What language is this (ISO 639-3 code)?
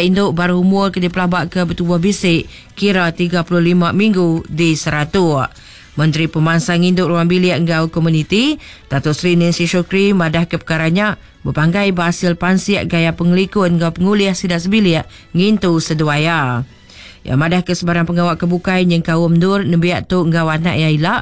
iba